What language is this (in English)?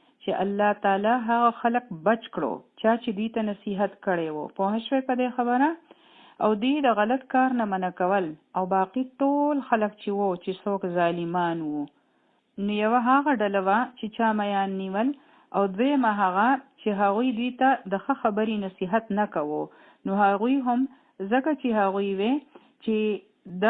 Pashto